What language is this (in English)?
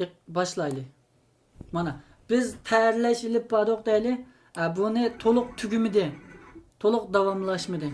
Uyghur